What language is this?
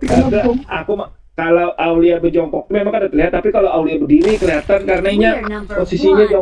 Banjar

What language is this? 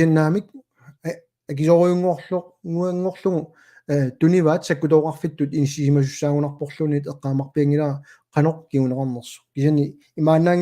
Kalaallisut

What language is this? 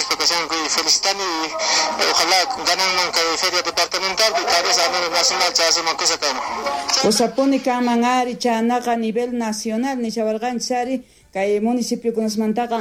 South Bolivian Quechua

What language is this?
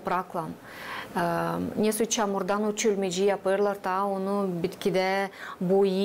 Gagauz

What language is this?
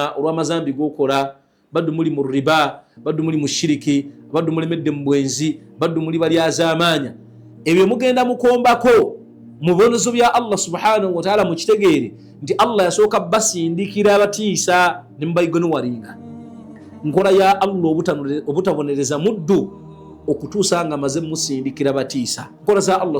Ganda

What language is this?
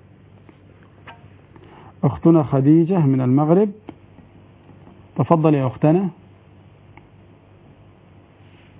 Arabic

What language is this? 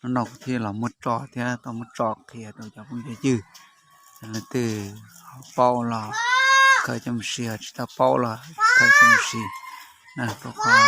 Hmong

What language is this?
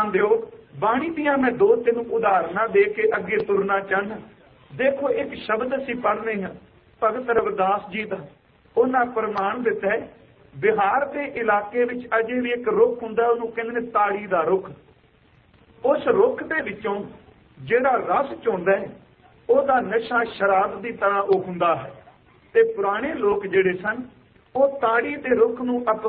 Punjabi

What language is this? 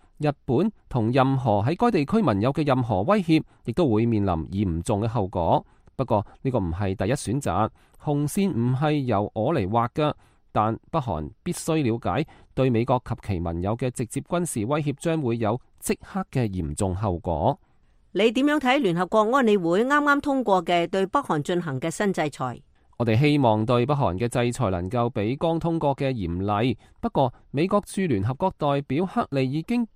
Cantonese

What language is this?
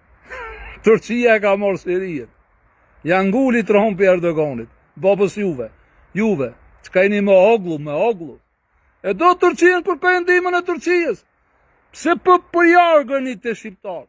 Albanian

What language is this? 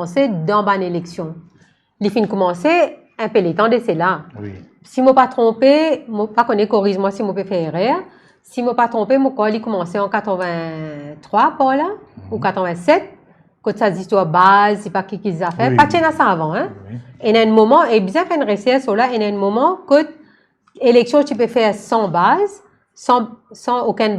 Morisyen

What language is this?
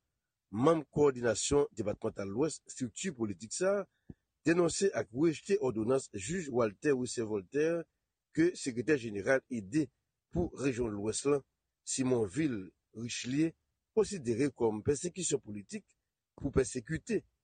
Haitian Creole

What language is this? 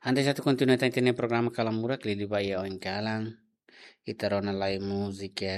Tetum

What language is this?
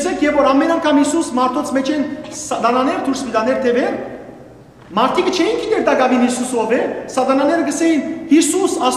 Western Armenian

